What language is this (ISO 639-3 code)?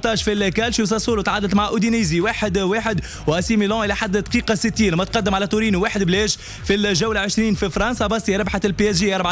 aeb